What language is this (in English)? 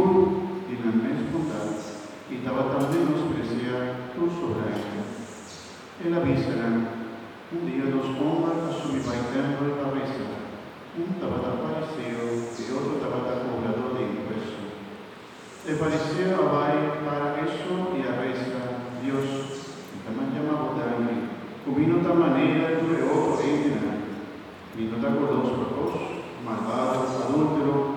Papiamento